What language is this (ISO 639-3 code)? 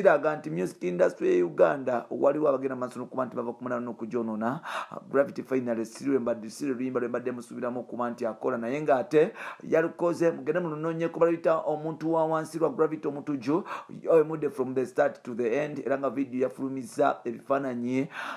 lug